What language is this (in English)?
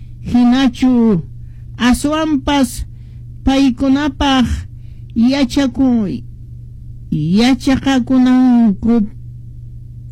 Quechua